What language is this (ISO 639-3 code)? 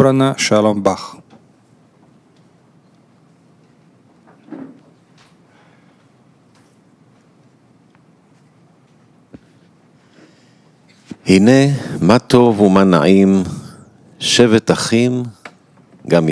heb